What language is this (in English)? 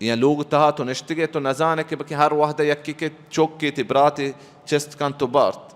Baluchi